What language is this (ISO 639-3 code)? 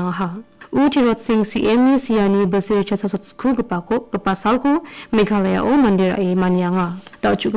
grt